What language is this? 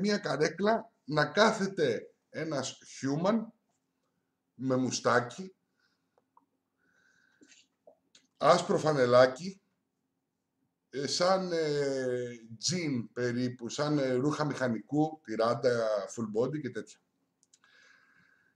Greek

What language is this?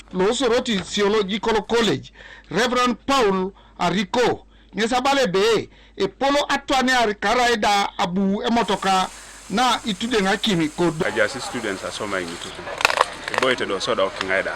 Teso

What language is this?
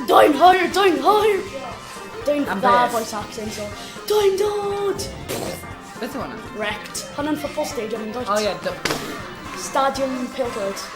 Welsh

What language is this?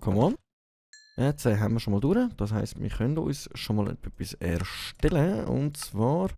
Swiss German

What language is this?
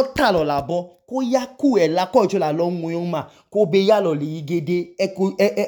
Idoma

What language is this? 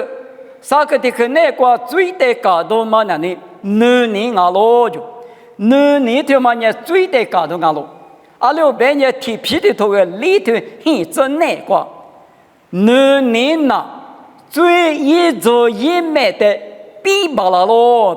Lisu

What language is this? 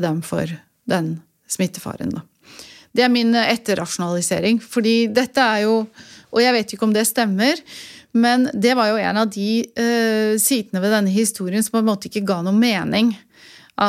Norwegian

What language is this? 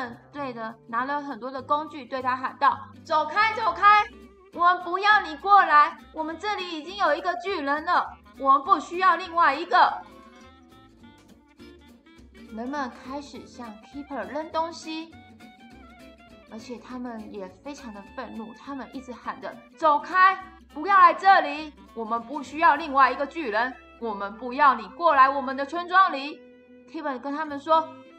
Chinese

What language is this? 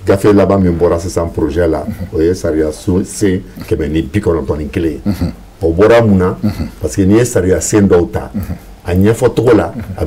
Bambara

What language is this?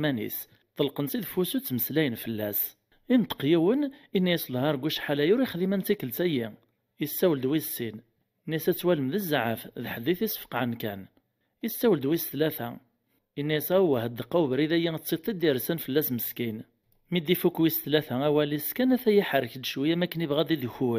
Kabyle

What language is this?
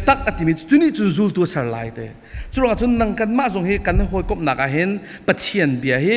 Falam Chin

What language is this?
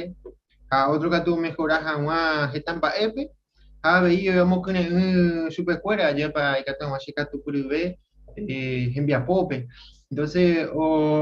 Guarani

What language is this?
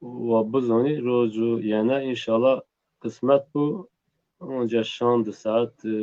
Zaza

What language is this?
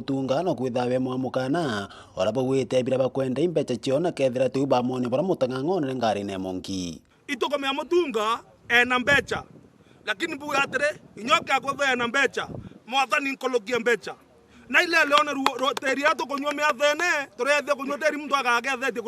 Meru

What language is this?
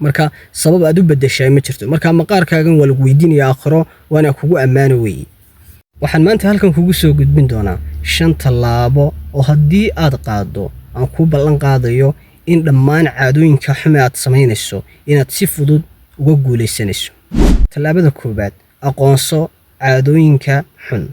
Somali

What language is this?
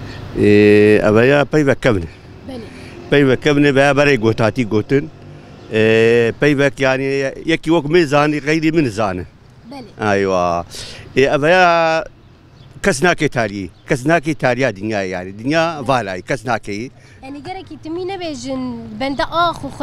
Kurdish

